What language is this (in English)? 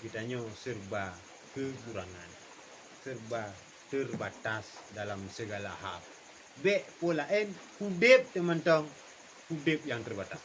Achinese